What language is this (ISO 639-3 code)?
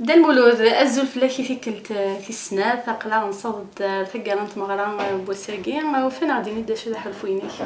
kab